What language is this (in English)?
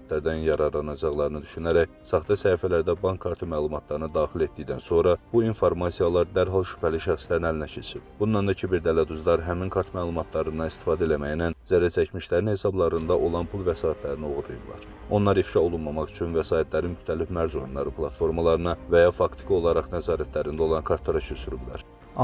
Azerbaijani